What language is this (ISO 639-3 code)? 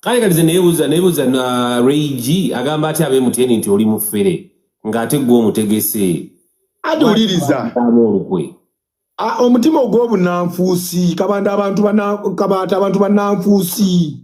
lug